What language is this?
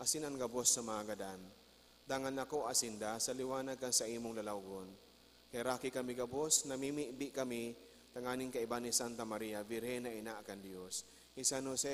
Bikol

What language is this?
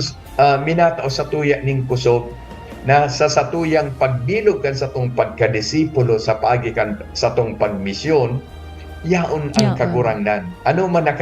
Bikol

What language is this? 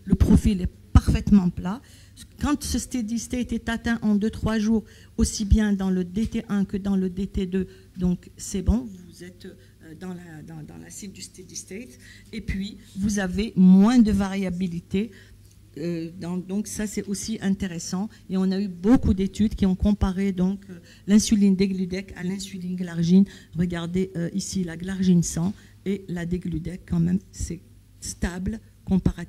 French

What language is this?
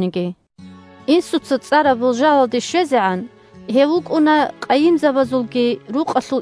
Avaric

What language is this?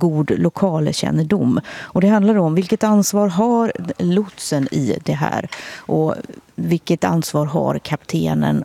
Swedish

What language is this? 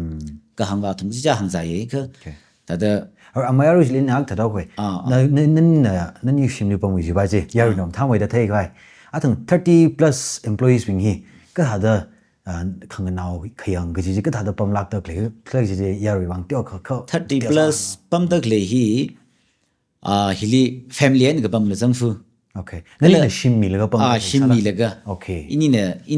Tangkhul Naga (India)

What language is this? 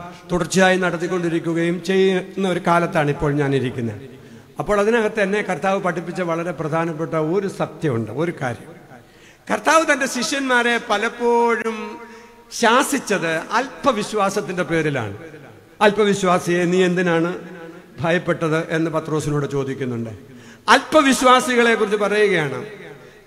Malayalam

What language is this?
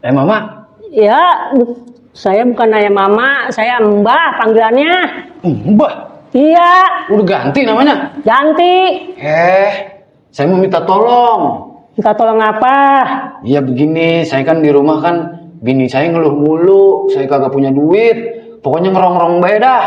Betawi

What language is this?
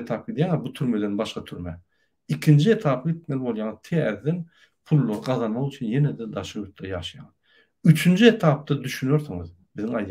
Turkmen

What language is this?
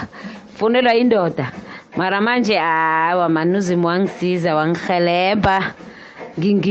South Ndebele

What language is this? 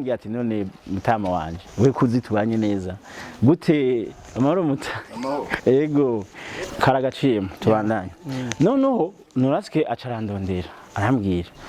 Rundi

